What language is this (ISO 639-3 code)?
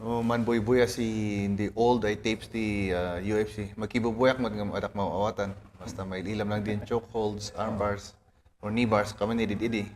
kne